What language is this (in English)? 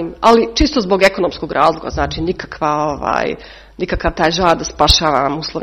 Serbian